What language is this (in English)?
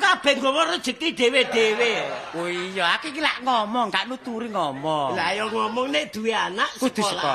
Javanese